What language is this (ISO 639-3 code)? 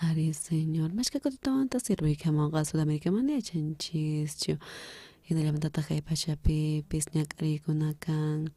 quh